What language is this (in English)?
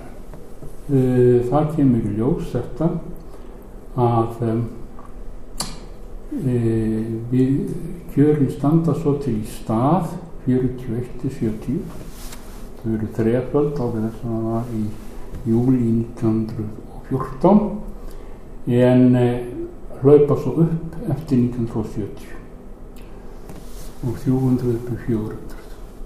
Icelandic